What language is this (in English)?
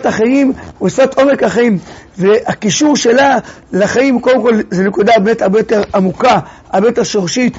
Hebrew